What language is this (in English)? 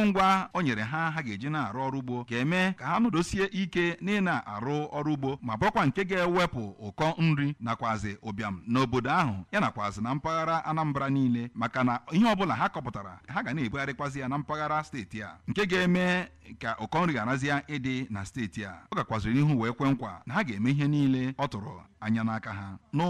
Igbo